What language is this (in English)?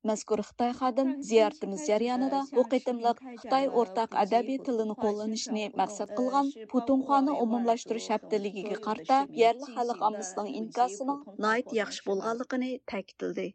Uyghur